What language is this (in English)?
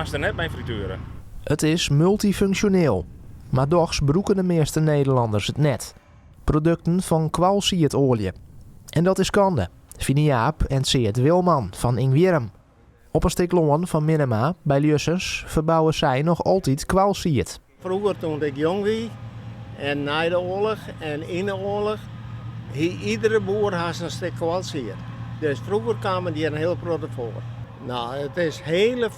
Western Frisian